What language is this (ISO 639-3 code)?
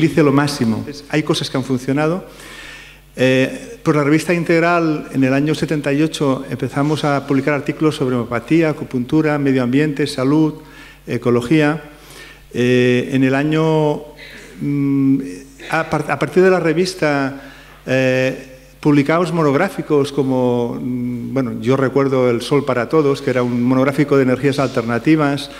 spa